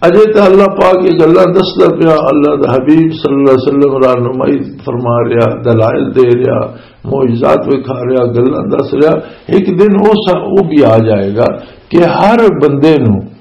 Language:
Western Panjabi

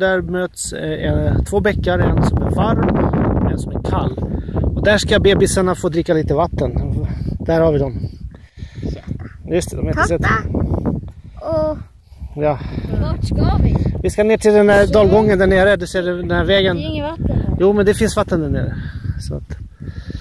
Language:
Swedish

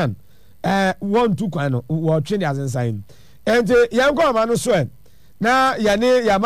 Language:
Akan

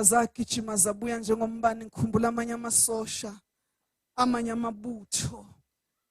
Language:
Zulu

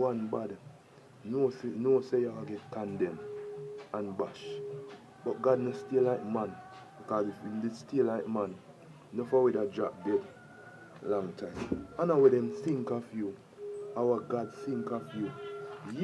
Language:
Jamaican Creole English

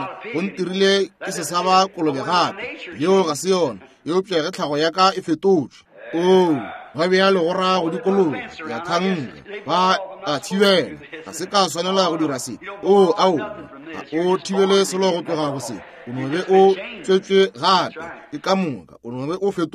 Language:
Northern Sotho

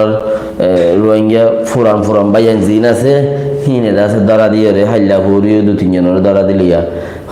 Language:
Rohingya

